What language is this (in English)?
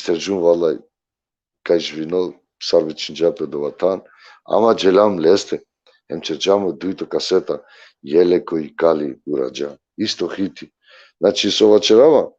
Balkan Romani